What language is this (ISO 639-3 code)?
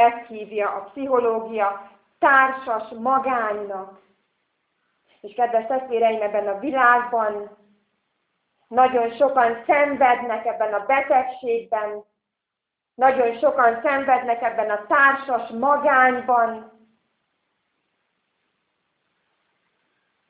hun